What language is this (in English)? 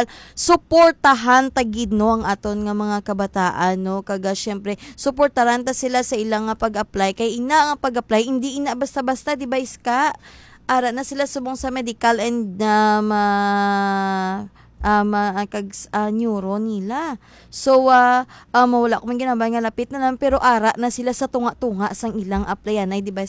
Hiligaynon